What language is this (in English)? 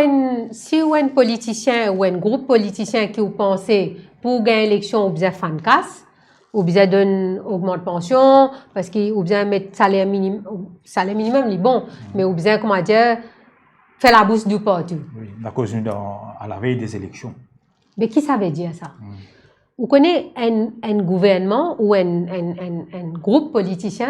Morisyen